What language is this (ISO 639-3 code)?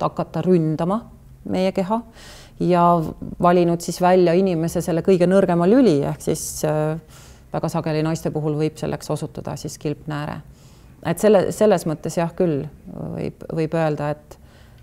est